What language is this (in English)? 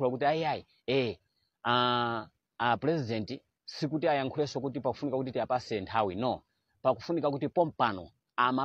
Nyanja